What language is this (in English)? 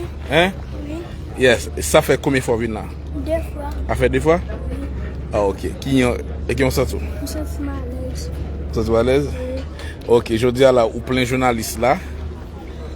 Haitian Creole